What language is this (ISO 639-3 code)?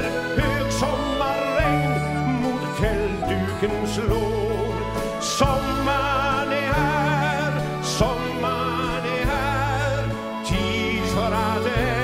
swe